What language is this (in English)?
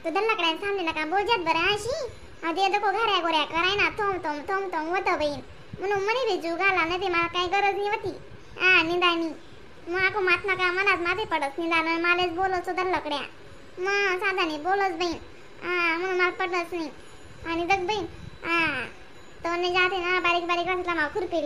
Khandesi